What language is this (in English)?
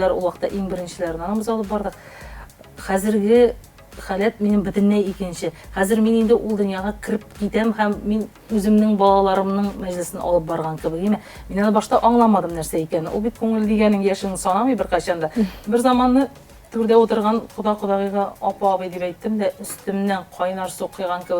Tatar